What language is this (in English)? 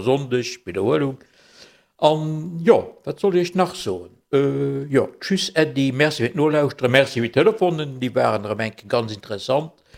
Luxembourgish